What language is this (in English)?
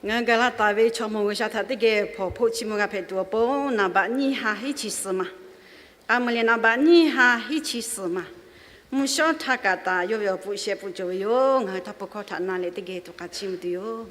Lahu